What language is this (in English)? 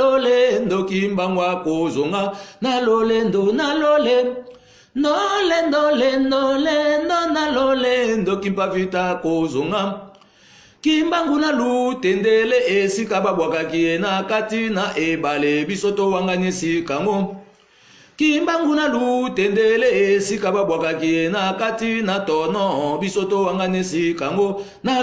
Lingala